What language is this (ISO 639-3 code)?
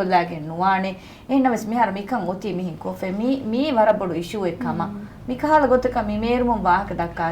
div